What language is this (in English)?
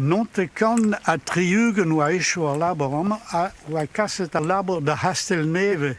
Breton